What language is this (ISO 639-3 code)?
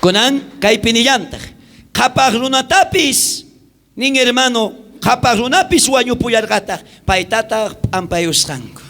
quh